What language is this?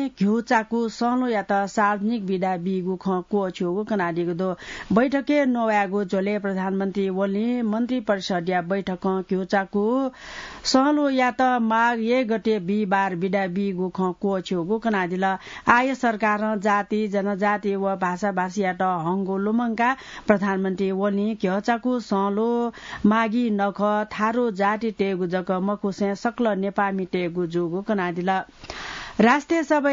Newari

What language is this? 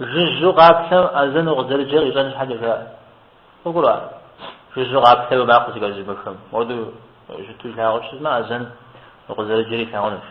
Kabardian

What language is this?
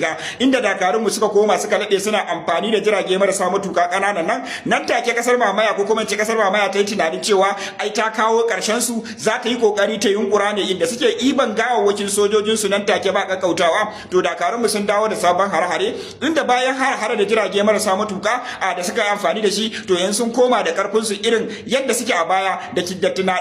Hausa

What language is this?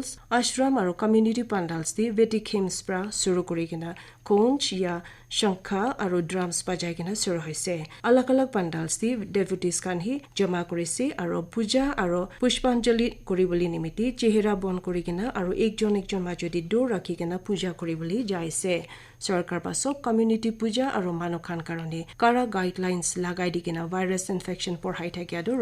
Naga Pidgin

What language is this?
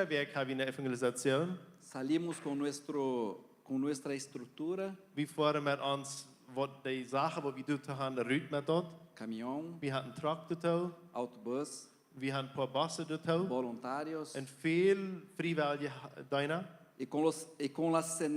Plautdietsch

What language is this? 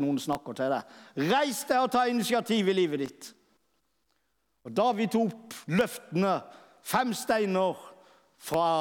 Norwegian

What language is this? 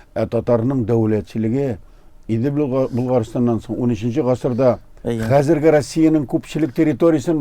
Tatar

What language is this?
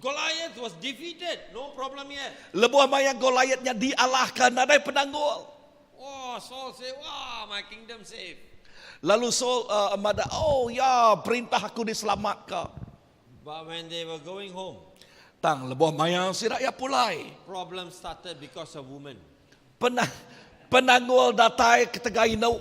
Iban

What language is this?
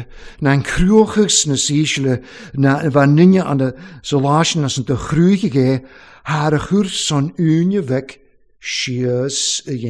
Welsh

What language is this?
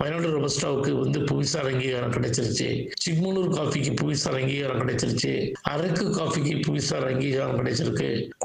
Tamil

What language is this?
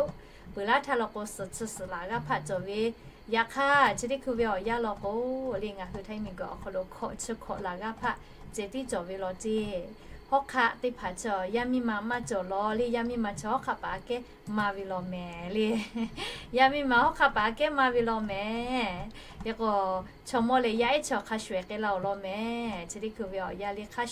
Lahu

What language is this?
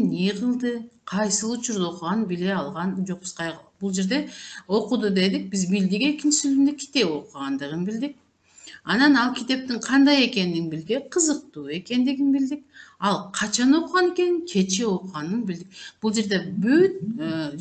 Kyrgyz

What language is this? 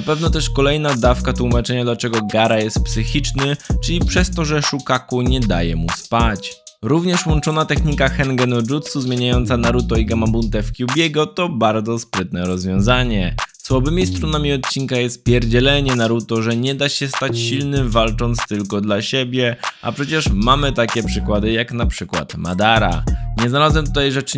Polish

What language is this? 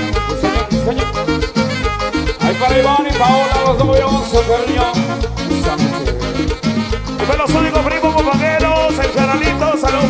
Spanish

